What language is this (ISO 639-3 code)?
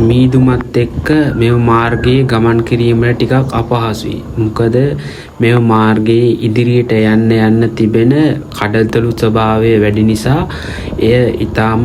sin